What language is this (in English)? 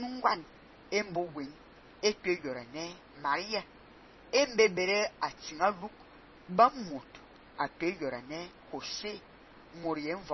Fang